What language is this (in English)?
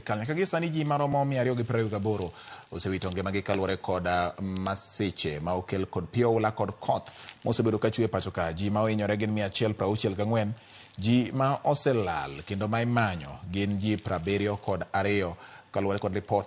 Luo (Kenya and Tanzania)